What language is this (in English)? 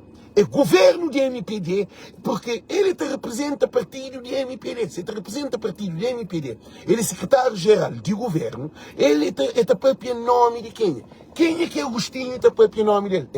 Kabuverdianu